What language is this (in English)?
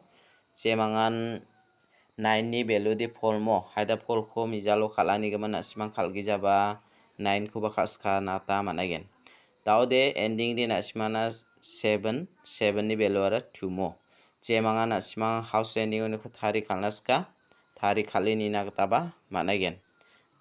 Garo